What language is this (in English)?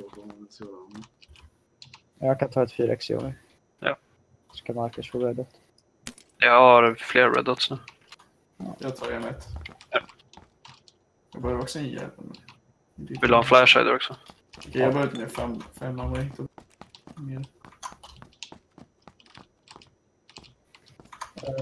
Swedish